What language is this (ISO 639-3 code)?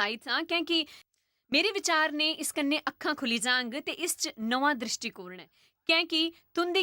doi